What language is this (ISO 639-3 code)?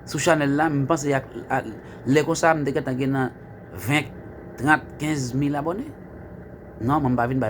hat